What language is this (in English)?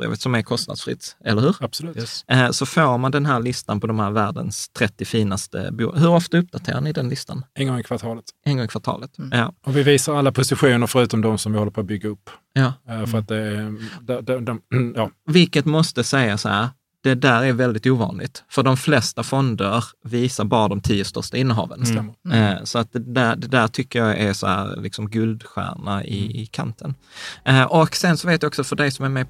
Swedish